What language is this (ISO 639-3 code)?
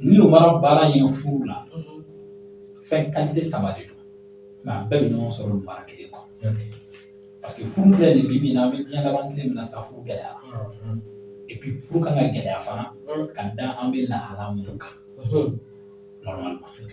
bam